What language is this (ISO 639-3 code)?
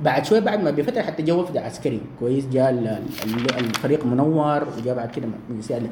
apd